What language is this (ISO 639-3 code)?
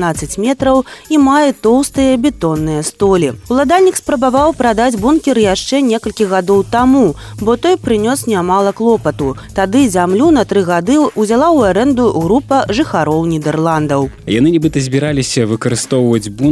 bel